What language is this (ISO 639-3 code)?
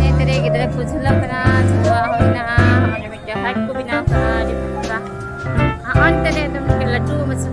sat